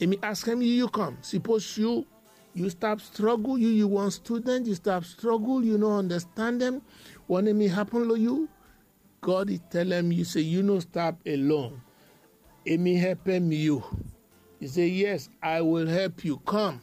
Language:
Bislama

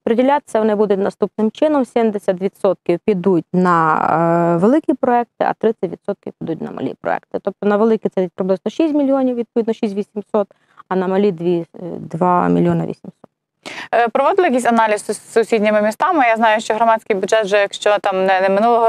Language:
Ukrainian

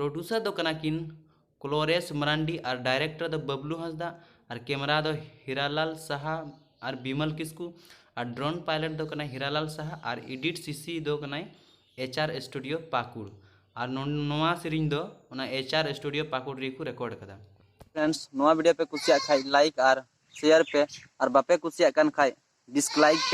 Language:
Santali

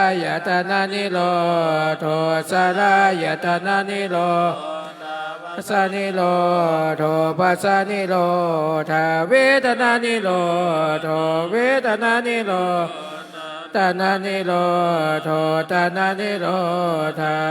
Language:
Pali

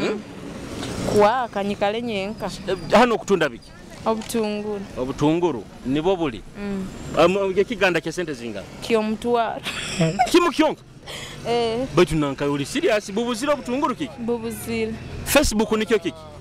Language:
Nyoro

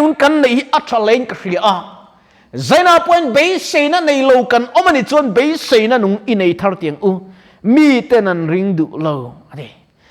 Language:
Mizo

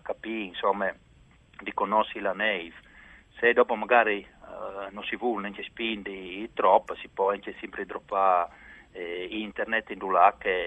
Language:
Friulian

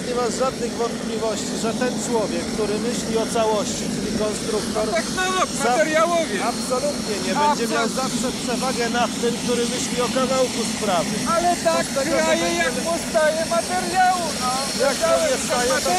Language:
Polish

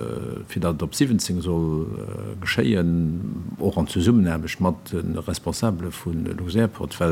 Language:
Luxembourgish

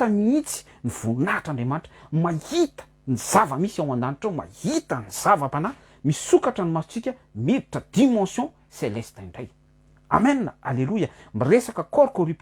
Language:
Malagasy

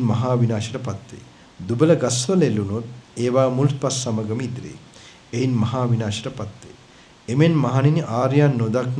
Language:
Sinhala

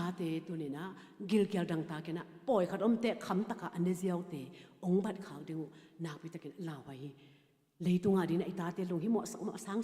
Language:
Tedim Chin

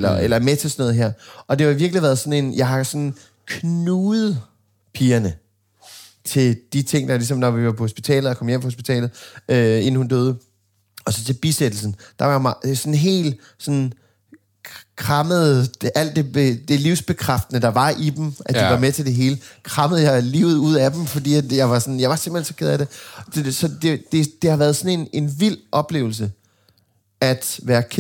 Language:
Danish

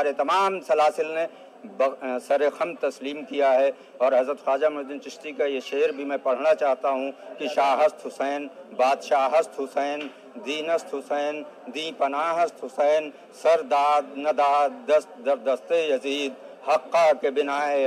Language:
Urdu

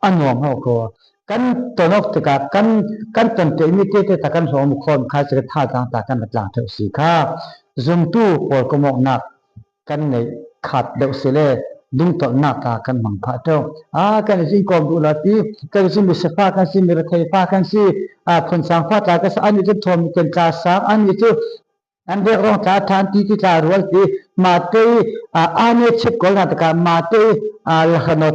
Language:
Falam Chin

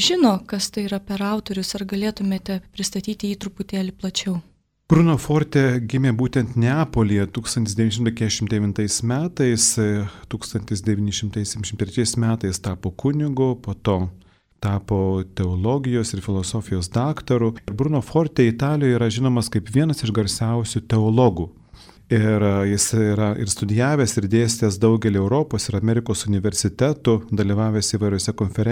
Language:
Lithuanian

